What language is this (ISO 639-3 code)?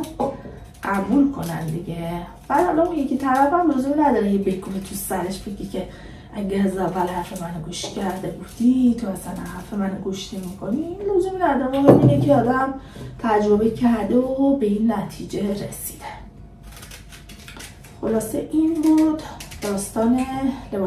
fas